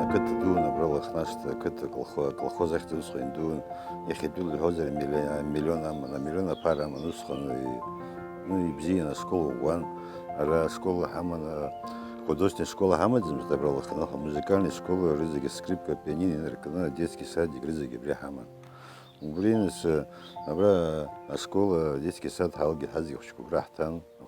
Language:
Abkhazian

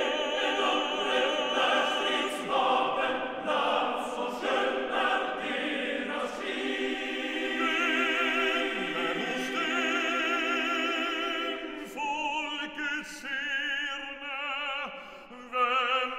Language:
Swedish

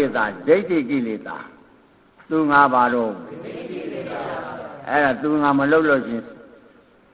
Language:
Burmese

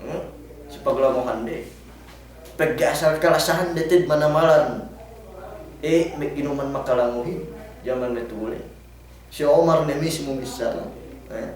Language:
Yakan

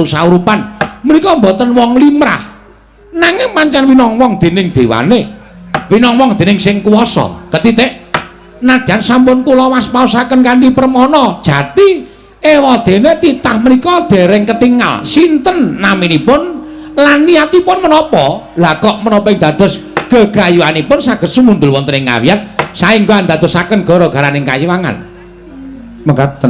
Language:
Javanese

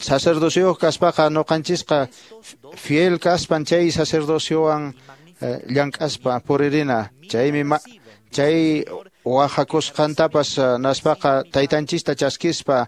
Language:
Quechua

